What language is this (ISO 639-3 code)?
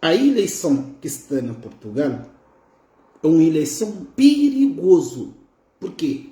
kea